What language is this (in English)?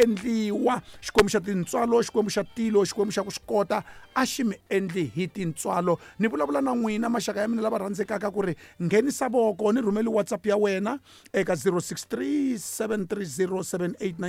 Tsonga